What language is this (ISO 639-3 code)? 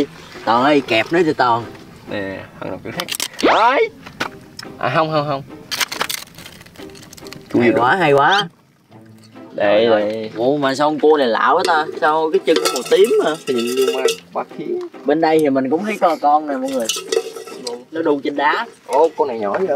vie